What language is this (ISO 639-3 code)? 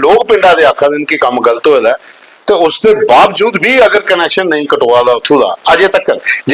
doi